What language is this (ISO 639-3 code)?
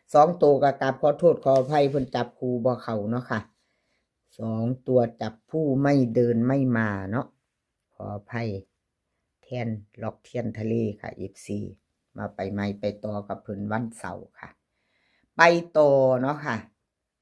tts